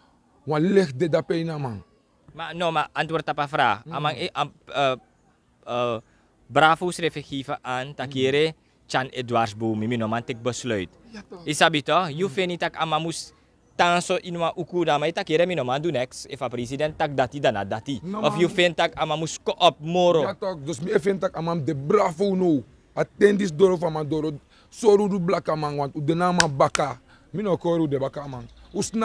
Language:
Sranan Tongo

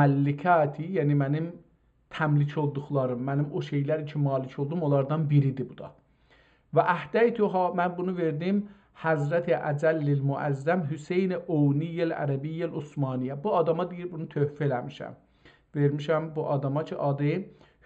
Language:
South Azerbaijani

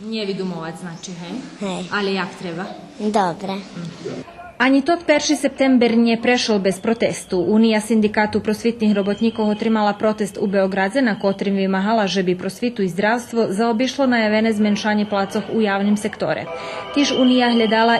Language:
Rusyn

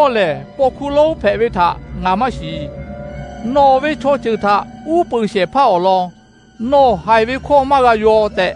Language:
Lahu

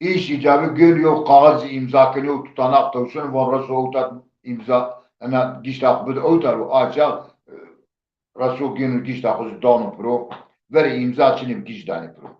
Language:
Zaza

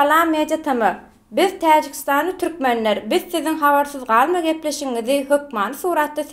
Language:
Turkmen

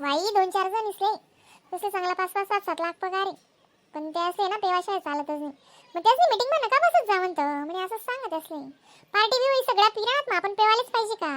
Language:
Khandesi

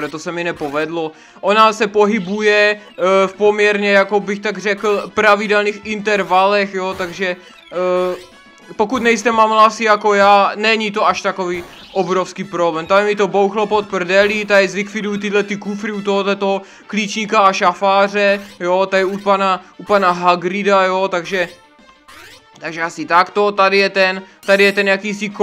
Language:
Czech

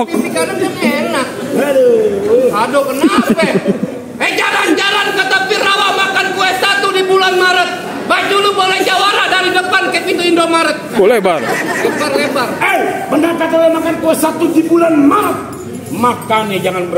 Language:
Betawi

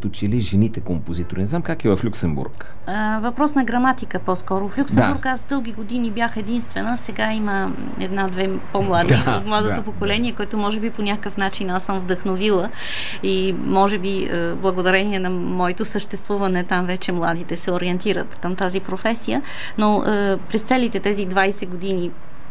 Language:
Bulgarian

